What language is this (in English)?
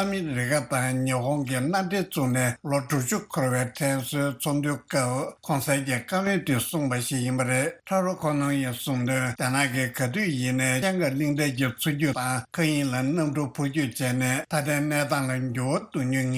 Tibetan